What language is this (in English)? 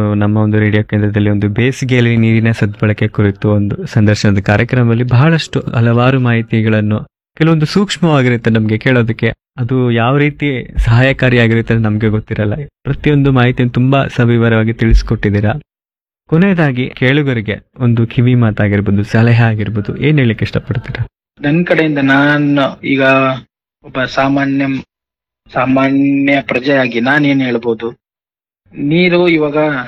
Kannada